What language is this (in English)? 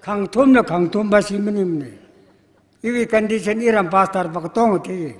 Tangkhul Naga (India)